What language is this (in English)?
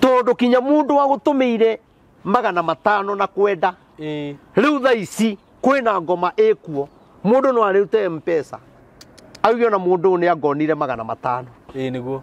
Kikuyu